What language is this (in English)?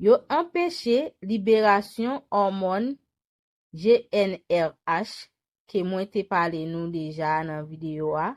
Haitian Creole